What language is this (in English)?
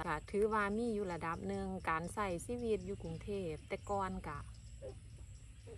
Northeastern Thai